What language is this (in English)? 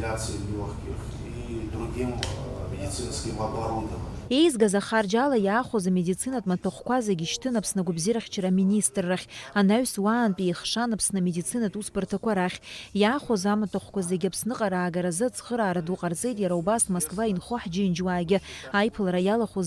Abkhazian